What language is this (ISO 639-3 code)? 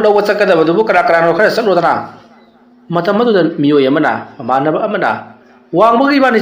mni